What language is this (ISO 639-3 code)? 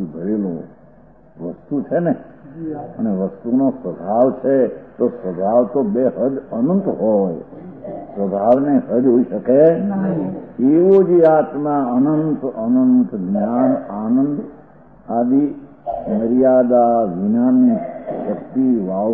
guj